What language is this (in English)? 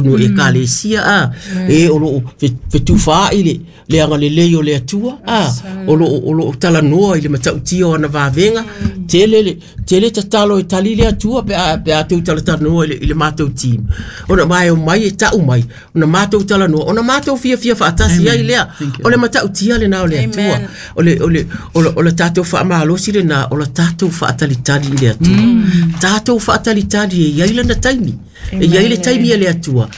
Samoan